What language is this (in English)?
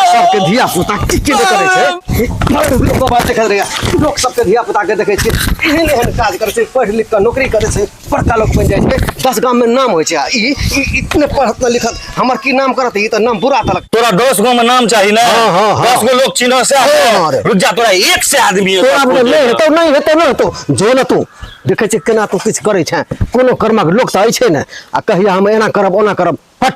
Maithili